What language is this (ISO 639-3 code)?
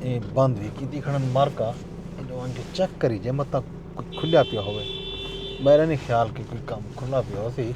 skr